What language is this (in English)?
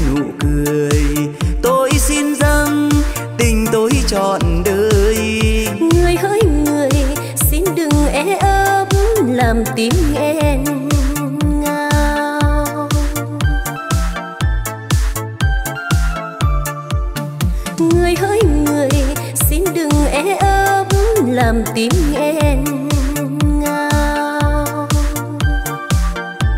Vietnamese